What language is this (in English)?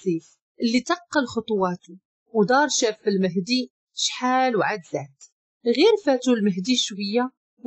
Moroccan Arabic